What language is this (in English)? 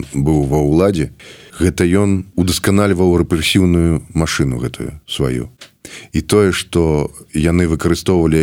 Belarusian